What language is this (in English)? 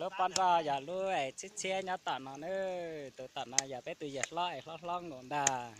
Hmong